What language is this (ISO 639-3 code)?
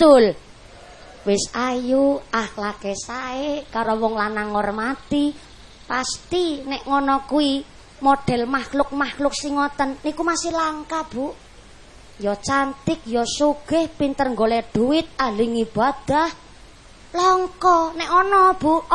jav